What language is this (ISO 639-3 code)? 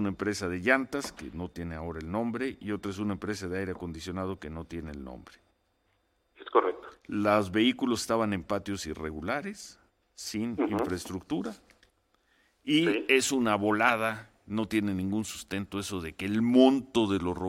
spa